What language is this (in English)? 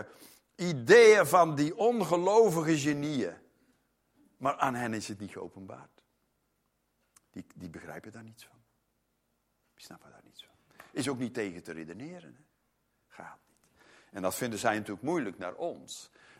Dutch